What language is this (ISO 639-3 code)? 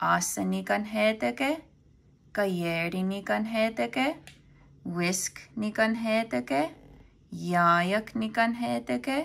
moh